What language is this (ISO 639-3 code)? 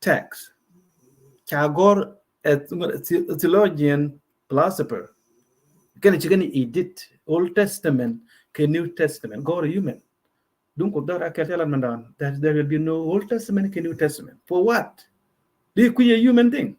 nus